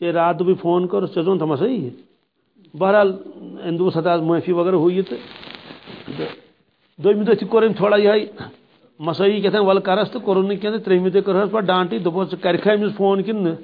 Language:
Kashmiri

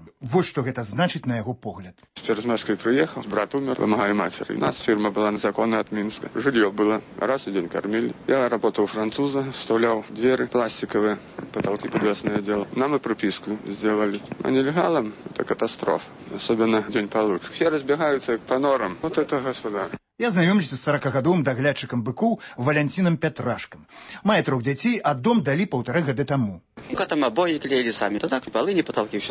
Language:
Belarusian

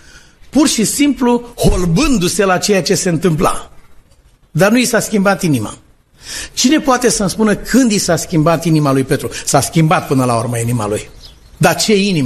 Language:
Romanian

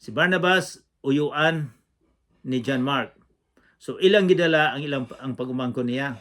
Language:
Cebuano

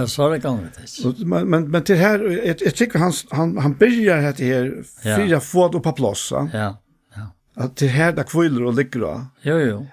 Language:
Faroese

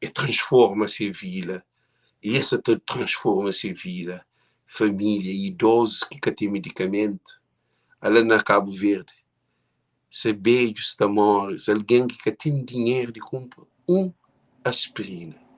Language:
Kabuverdianu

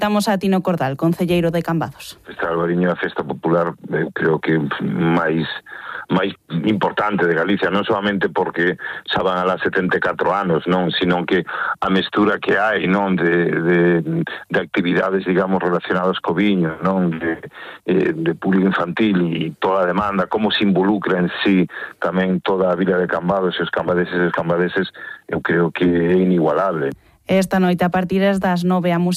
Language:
Galician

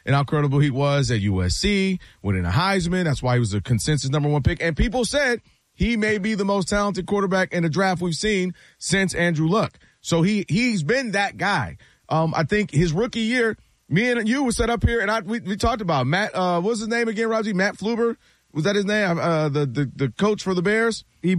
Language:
English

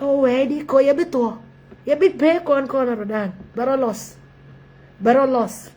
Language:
Nuer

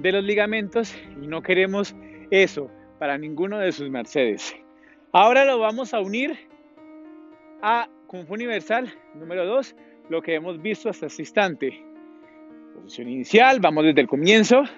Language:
Spanish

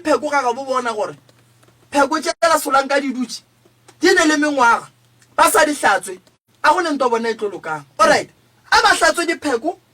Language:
Northern Sotho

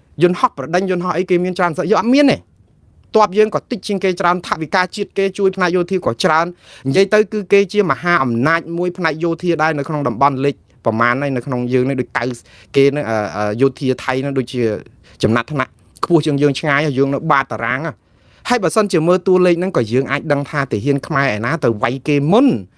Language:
Khmer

